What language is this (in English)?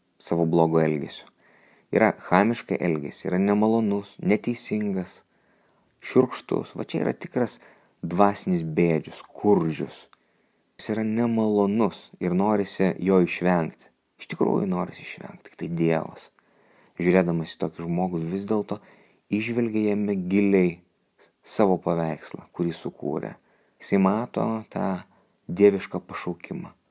Lithuanian